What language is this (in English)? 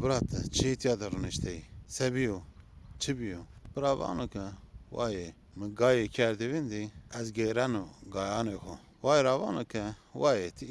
Zaza